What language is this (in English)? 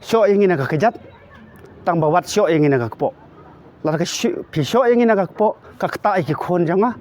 Khasi